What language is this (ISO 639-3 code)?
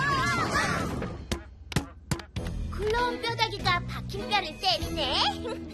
kor